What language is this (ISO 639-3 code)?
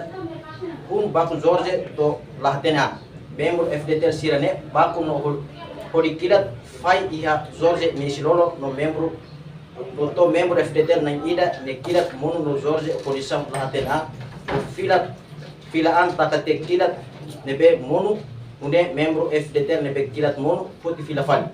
tet